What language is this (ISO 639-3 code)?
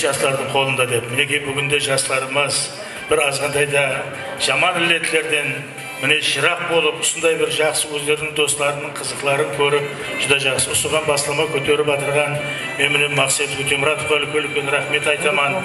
kaa